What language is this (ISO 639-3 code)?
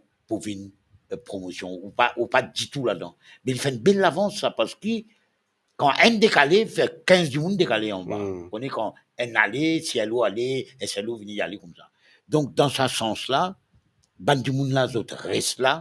mfe